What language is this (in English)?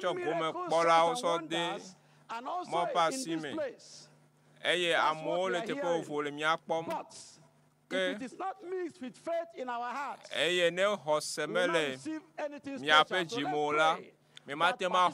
Ewe